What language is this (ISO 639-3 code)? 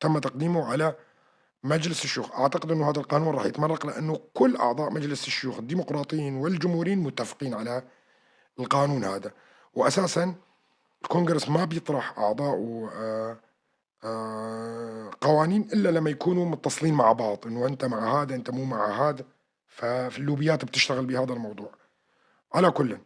apc